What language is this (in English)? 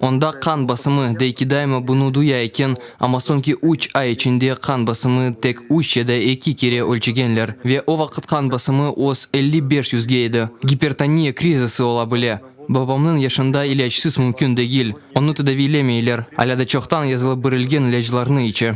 Crimean Tatar